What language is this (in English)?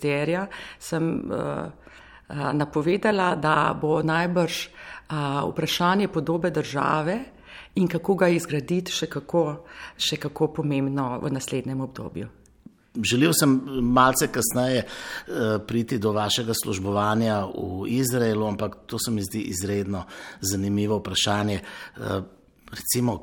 Slovenian